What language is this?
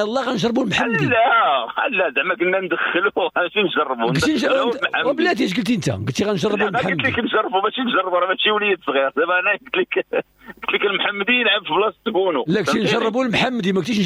Moroccan Arabic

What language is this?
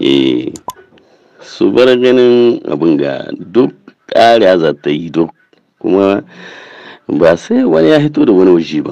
Hausa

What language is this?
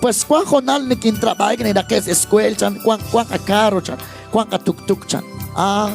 Kekchí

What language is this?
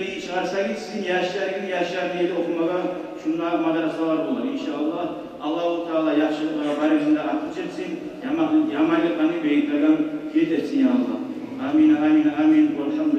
Kumyk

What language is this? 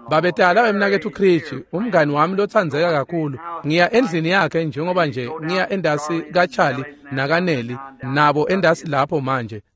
Swati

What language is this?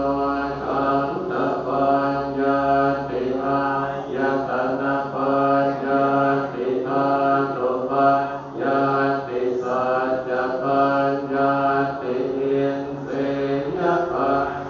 Pali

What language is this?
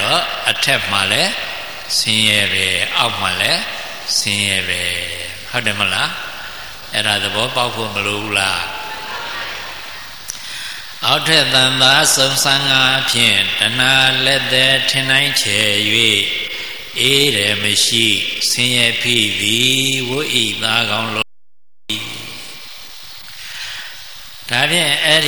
Burmese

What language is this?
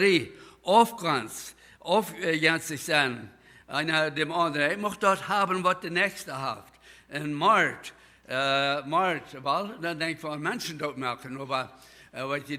Plautdietsch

